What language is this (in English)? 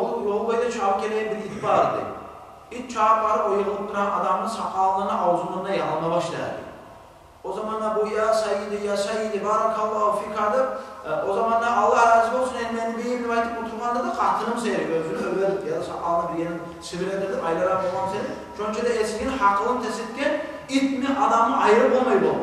Kumyk